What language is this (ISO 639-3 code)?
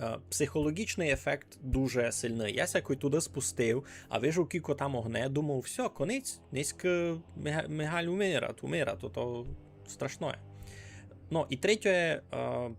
rue